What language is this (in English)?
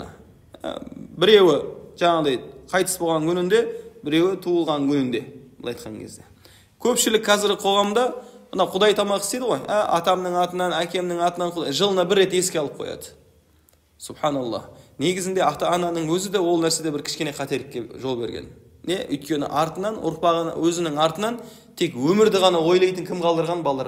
Kazakh